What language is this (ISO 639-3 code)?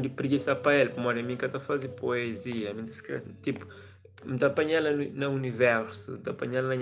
kea